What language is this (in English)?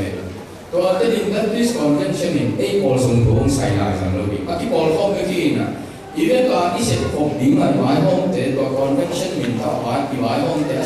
Tedim Chin